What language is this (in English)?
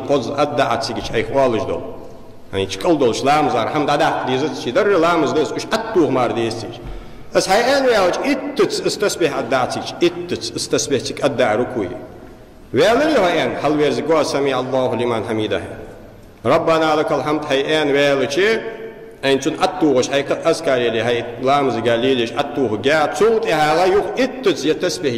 Ingush